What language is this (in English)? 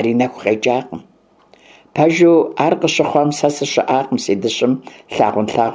Kabardian